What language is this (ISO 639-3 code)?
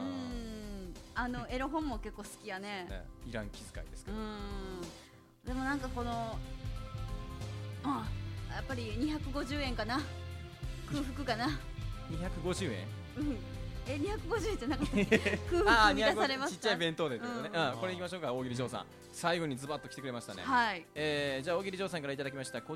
jpn